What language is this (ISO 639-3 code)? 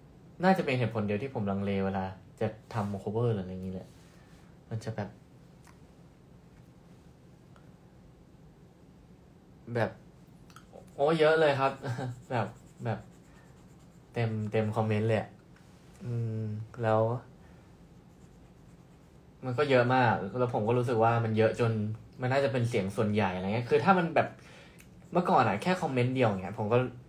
tha